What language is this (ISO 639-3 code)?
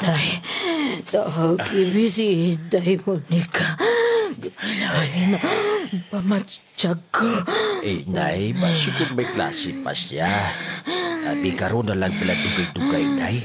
hil